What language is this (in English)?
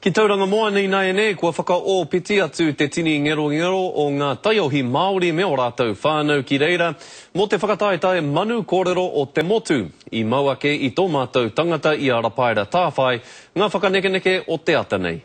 Māori